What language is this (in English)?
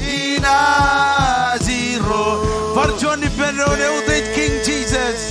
Marshallese